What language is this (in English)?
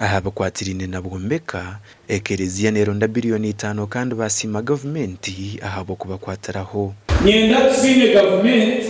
Nyankole